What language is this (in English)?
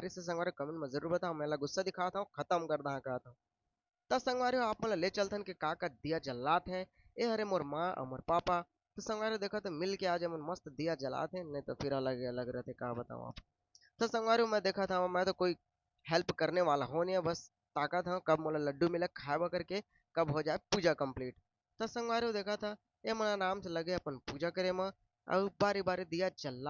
Chhattisgarhi